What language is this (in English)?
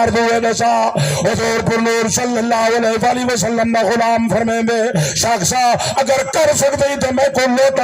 Saraiki